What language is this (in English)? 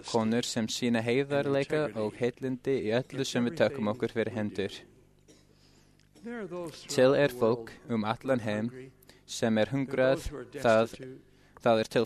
Icelandic